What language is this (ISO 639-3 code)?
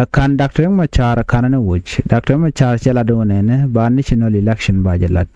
nus